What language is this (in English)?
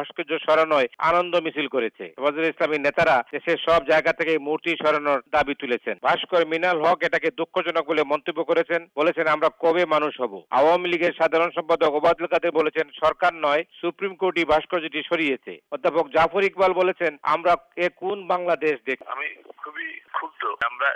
Bangla